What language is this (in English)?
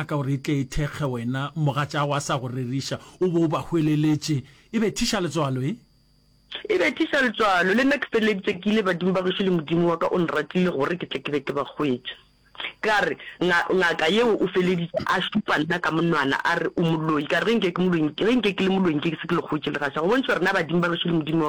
Northern Sotho